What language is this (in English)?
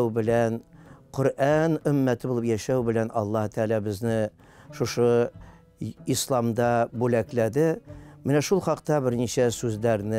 Tatar